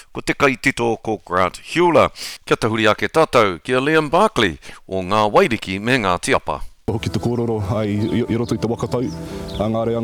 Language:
Māori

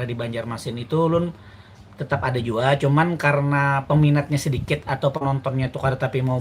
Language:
Banjar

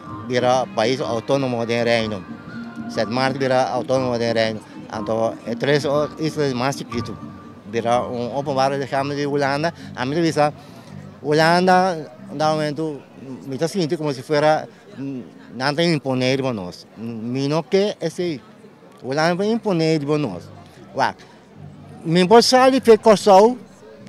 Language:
Papiamento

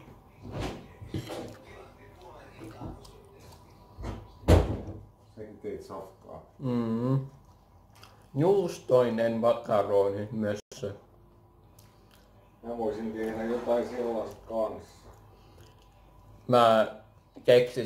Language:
Finnish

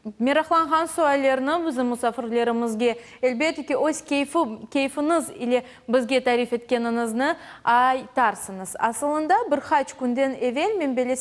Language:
Crimean Tatar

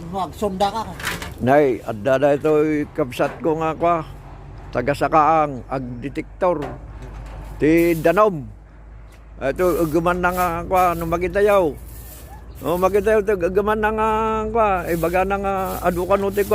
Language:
Iloko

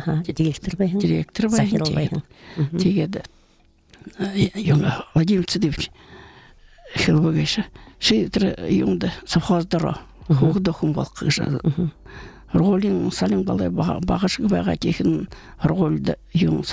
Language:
Buriat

